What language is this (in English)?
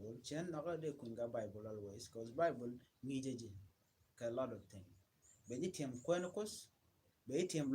Nuer